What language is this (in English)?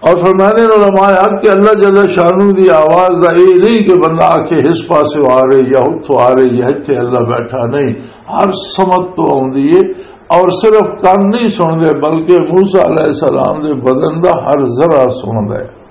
Western Panjabi